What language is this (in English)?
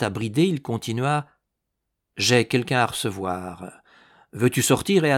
French